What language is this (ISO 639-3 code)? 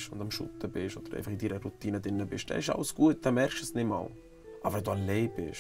gsw